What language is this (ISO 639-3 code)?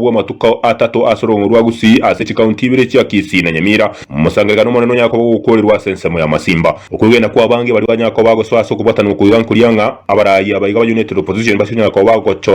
guz